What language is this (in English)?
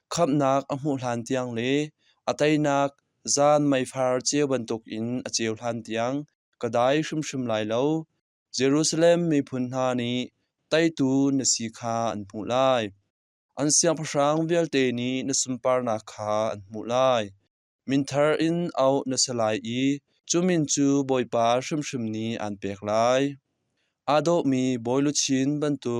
Hakha Chin